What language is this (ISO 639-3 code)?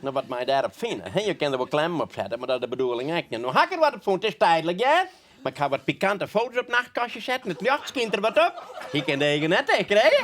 fry